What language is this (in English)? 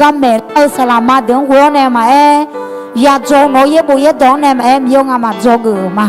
Akha